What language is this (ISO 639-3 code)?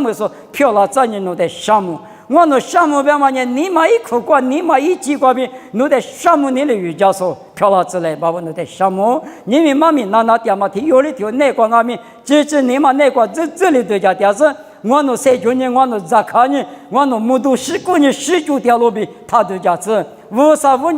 lis